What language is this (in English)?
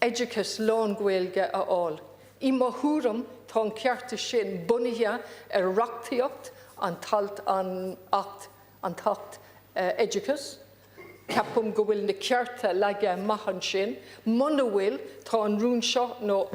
Irish